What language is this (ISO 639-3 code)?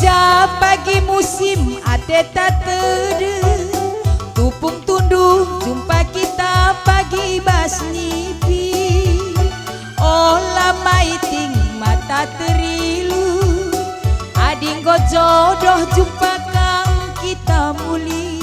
btx